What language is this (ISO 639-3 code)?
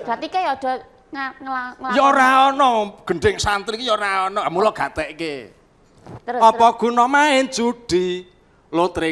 jav